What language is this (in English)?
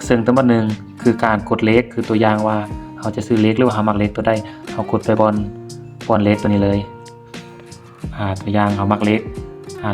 Lao